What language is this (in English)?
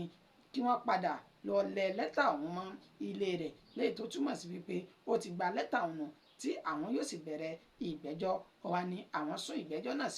Yoruba